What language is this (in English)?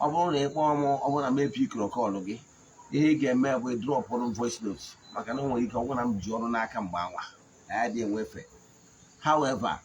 Igbo